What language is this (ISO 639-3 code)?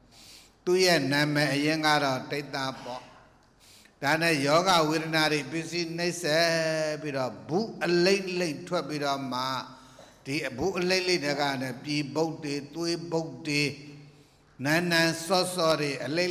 mya